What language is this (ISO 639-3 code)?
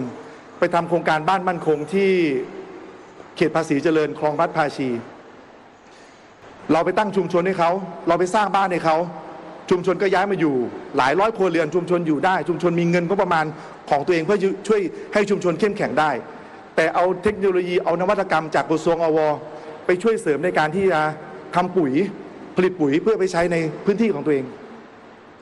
tha